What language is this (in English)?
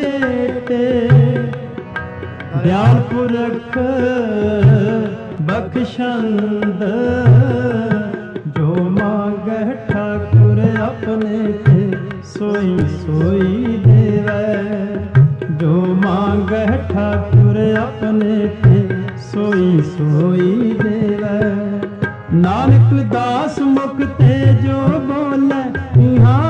Punjabi